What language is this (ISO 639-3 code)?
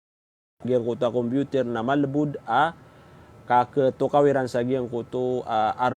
mrw